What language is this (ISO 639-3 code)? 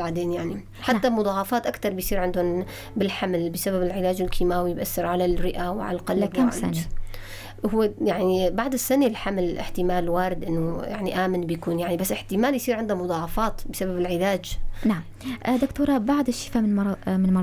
apc